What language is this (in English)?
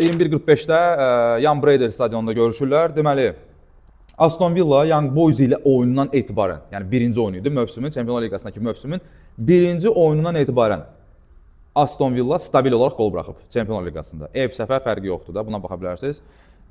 Azerbaijani